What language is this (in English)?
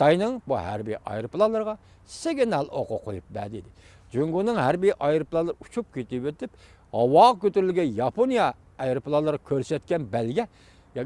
Uyghur